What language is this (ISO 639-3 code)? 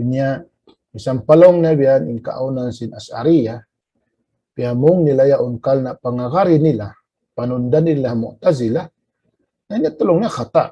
tsg